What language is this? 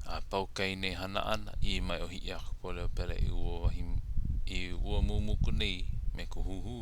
Hawaiian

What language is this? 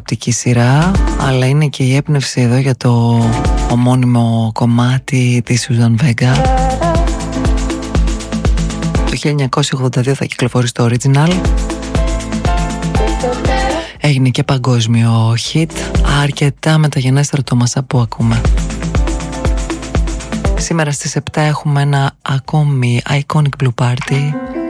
Greek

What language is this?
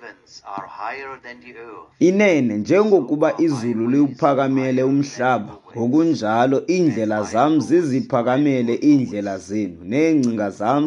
Xhosa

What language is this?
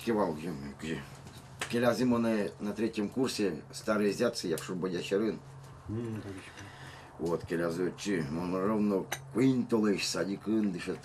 Udmurt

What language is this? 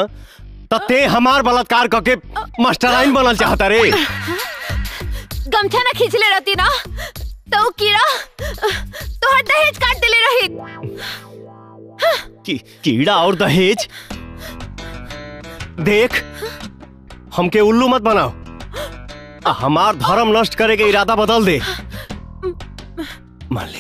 Bhojpuri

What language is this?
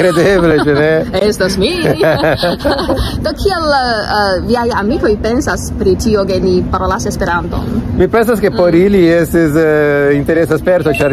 Esperanto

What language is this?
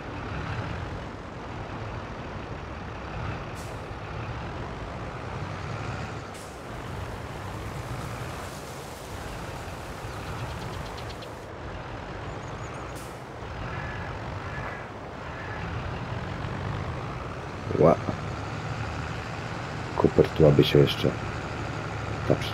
Polish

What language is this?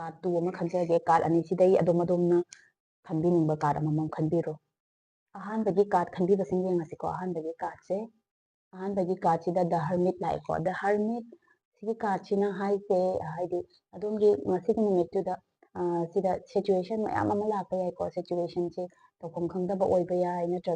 Manipuri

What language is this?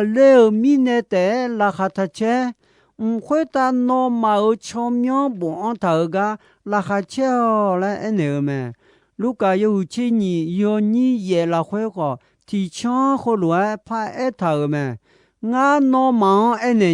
Akha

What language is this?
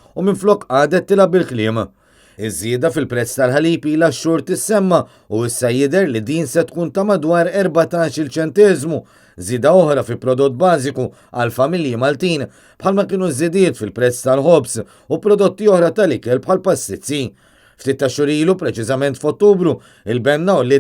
Maltese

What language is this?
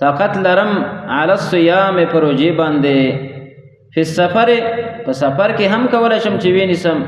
Pashto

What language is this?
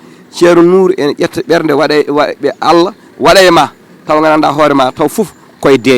Fula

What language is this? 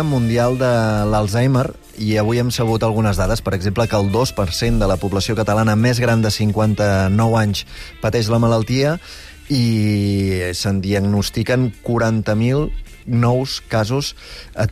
Catalan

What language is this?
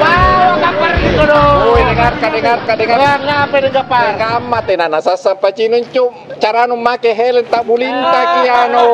Makassar Malay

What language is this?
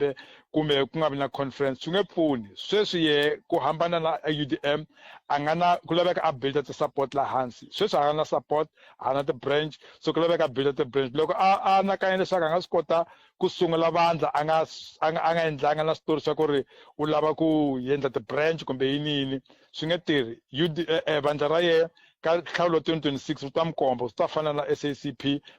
Tsonga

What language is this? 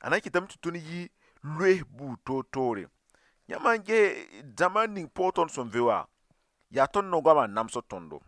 Mossi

